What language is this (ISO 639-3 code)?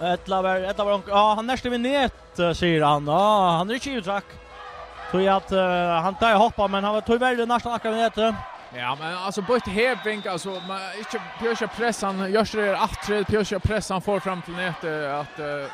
fao